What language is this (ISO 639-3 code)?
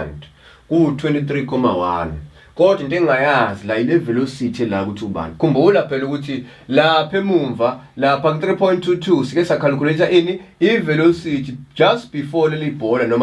zul